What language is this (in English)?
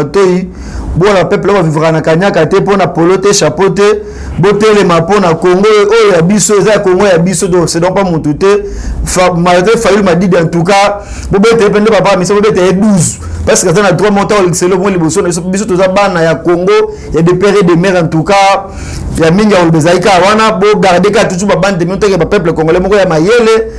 Lingala